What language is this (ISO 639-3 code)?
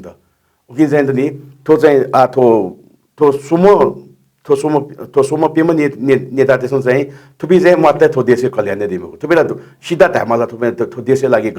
new